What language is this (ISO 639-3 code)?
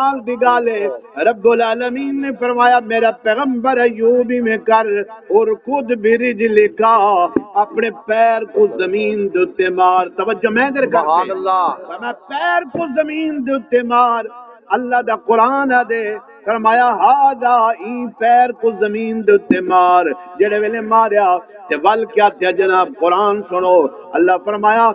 skr